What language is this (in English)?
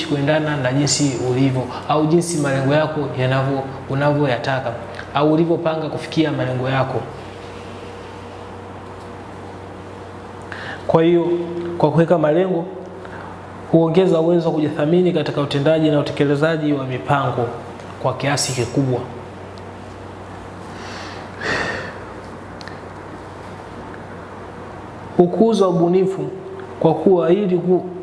Swahili